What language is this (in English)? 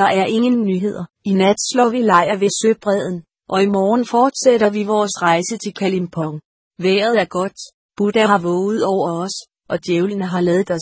Danish